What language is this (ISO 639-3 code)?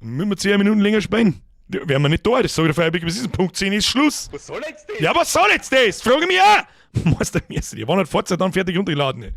bar